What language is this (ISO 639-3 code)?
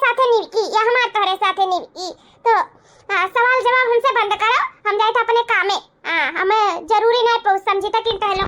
awa